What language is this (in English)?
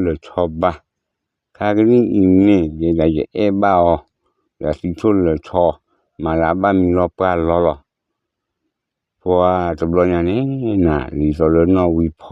S'gaw Karen